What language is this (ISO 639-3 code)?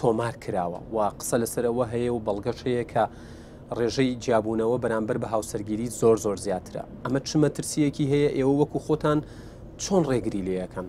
ckb